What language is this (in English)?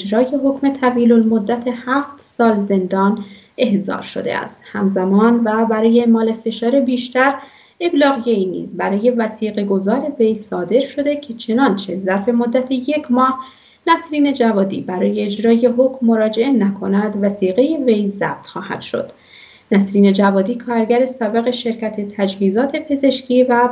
Persian